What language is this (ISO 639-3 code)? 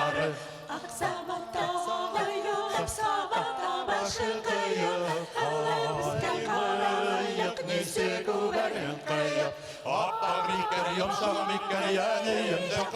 bak